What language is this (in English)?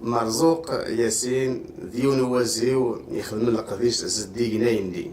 Kabyle